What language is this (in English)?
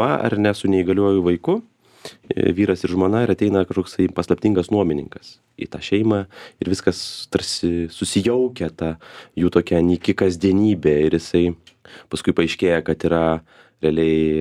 Lithuanian